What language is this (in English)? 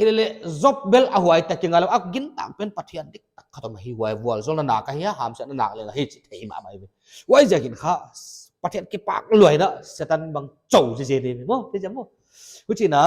Paite Chin